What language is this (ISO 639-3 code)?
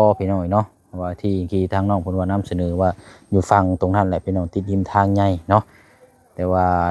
lao